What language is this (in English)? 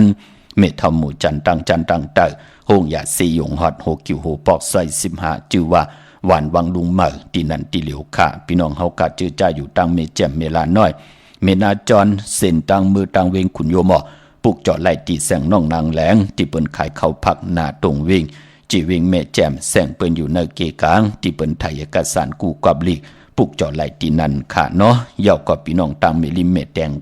Shan